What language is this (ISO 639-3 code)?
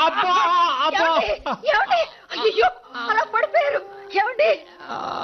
tel